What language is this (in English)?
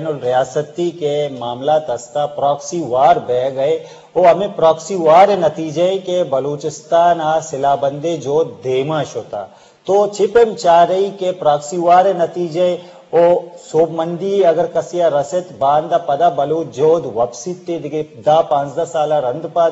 Eastern Balochi